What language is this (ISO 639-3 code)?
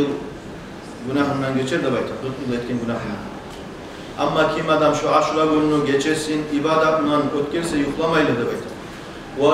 kum